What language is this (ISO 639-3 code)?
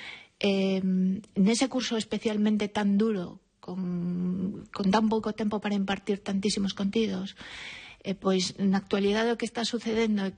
glg